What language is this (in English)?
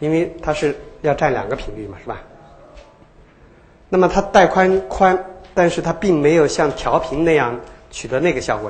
Chinese